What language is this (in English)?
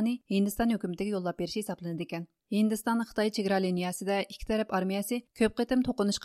Uyghur